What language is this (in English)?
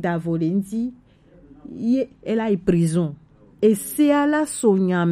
Gen